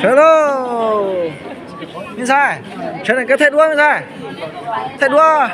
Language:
Hmong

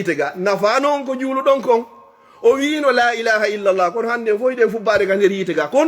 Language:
Fula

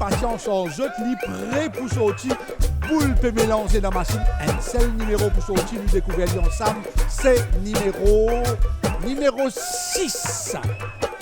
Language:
Morisyen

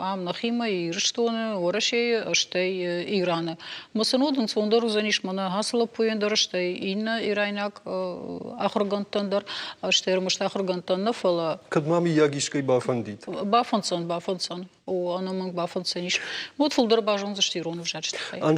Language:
Ossetic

